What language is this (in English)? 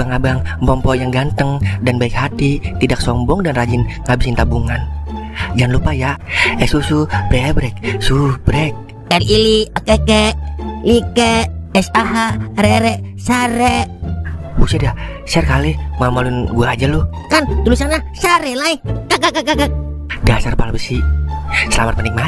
Betawi